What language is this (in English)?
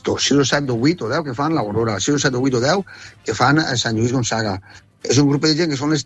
Catalan